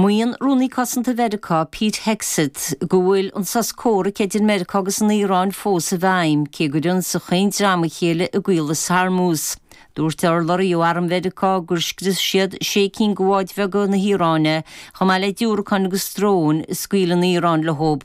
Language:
Irish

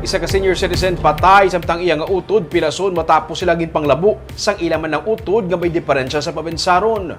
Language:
Hiligaynon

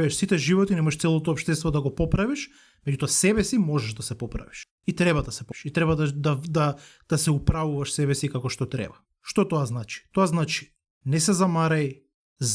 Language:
Macedonian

